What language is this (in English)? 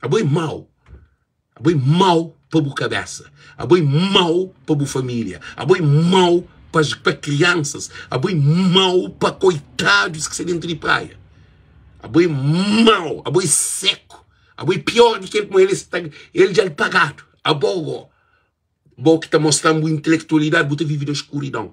Kabuverdianu